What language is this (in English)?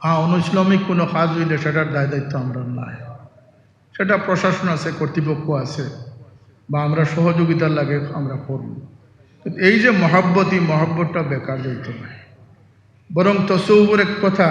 Sylheti